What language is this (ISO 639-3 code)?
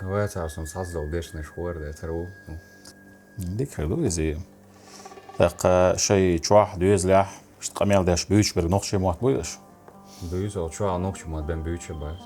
che